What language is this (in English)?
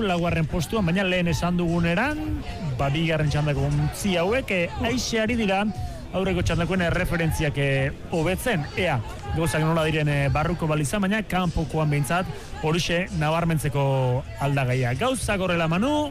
Basque